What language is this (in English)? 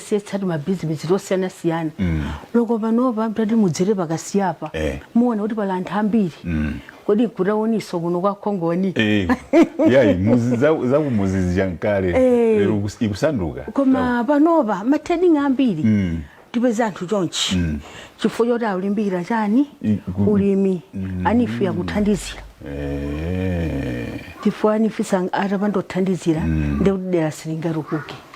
Nyanja